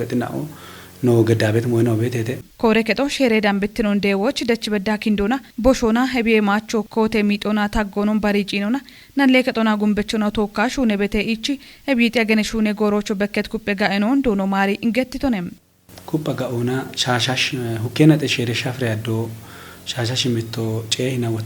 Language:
Kafa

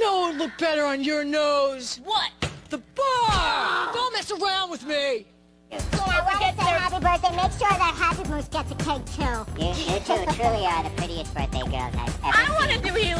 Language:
English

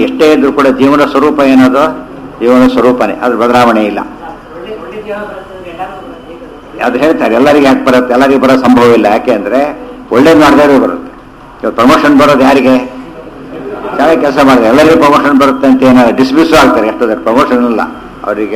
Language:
Kannada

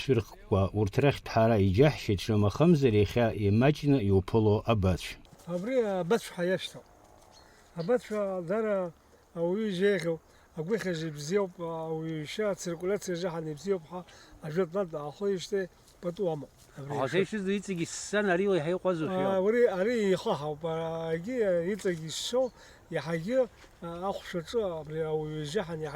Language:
Abkhazian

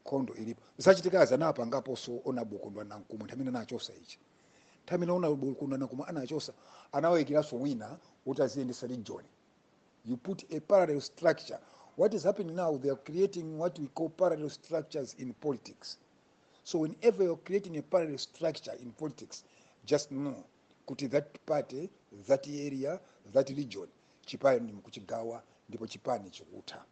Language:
Nyanja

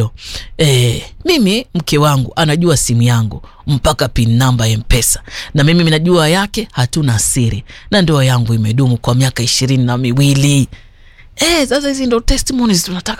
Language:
Swahili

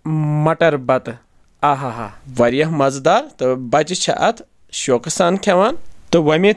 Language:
Kashmiri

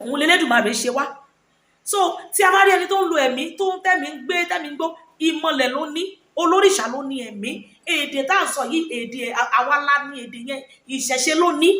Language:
Yoruba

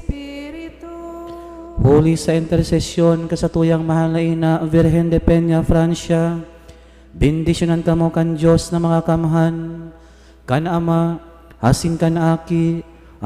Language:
Bikol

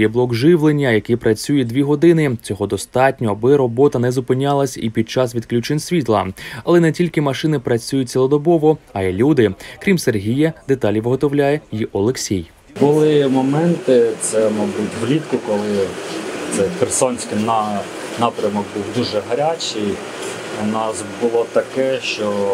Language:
Ukrainian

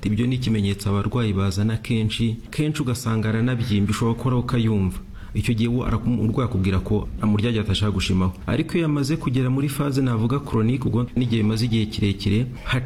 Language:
Kinyarwanda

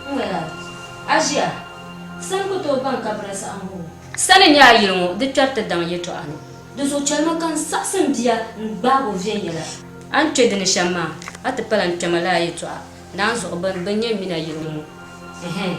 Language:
Dagbani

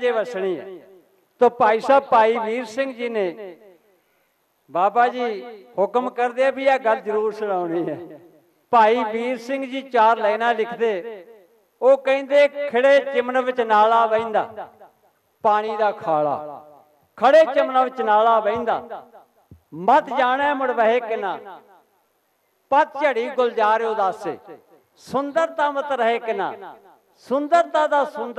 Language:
Punjabi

